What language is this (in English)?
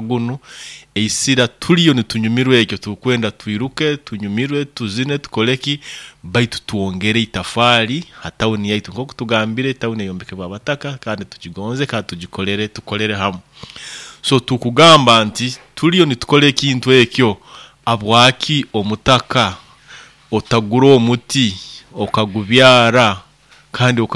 Nyoro